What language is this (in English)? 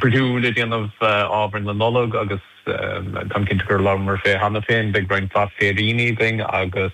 Irish